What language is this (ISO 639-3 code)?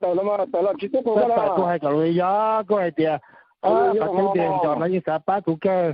hmn